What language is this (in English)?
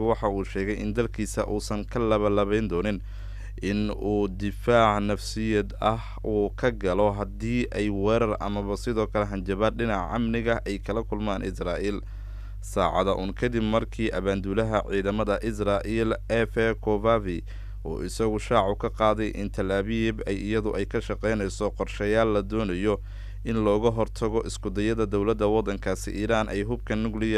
Somali